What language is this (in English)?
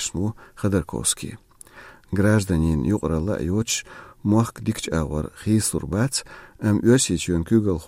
Chechen